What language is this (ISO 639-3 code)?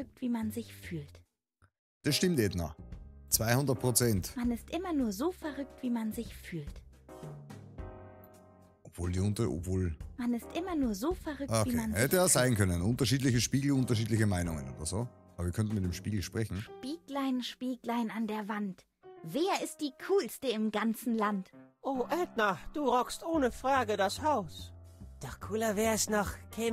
deu